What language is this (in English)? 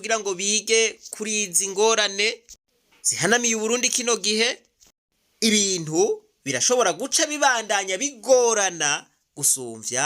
Rundi